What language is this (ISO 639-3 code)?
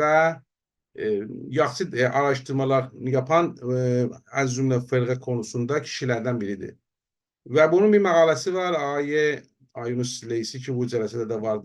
azb